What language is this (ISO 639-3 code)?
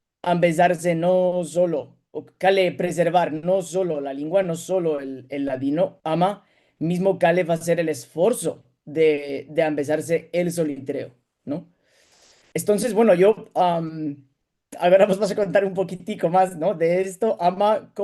lad